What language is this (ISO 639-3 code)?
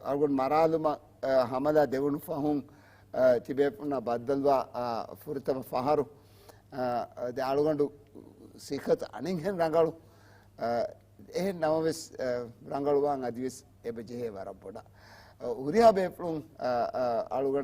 div